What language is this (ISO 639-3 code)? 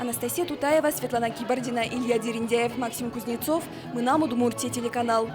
udm